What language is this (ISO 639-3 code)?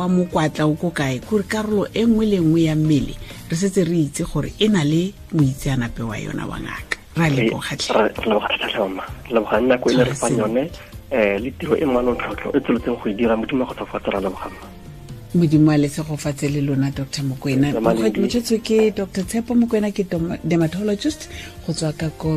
tsn